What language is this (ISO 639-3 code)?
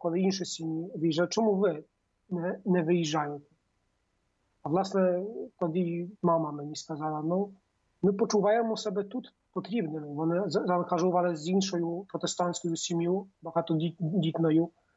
ukr